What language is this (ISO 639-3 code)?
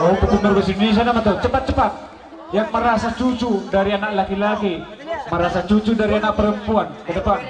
bbc